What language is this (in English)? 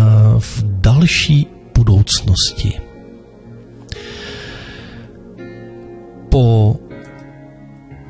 Czech